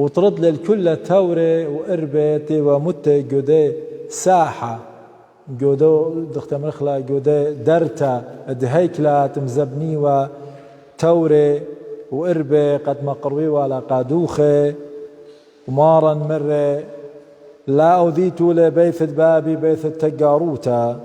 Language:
Assyrian Neo-Aramaic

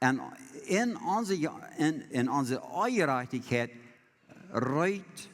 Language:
Plautdietsch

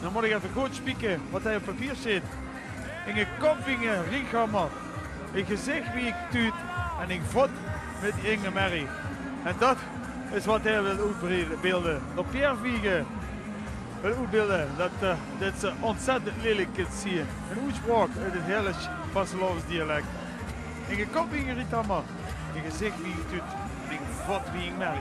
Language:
Limburgish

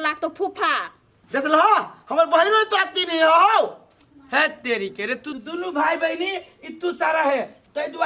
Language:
Maithili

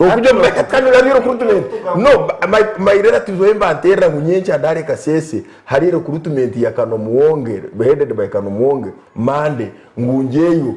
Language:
Nyankole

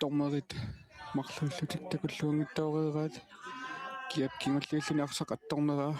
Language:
Kalaallisut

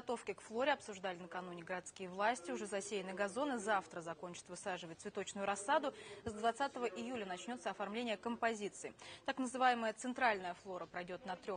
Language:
Russian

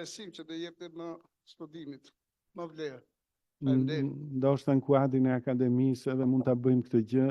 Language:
Albanian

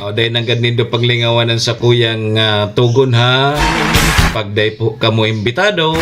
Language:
Bikol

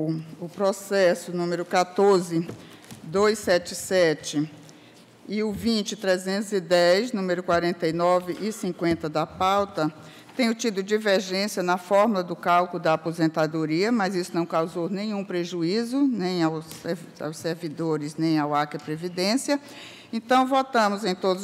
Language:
Portuguese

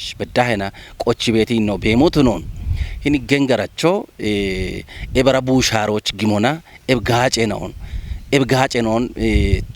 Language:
Kafa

